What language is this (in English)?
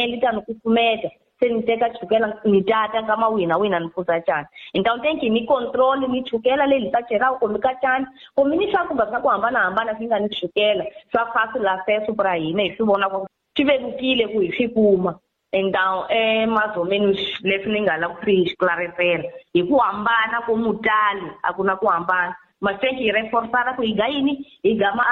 Tsonga